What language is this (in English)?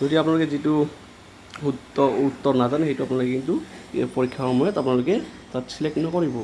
Assamese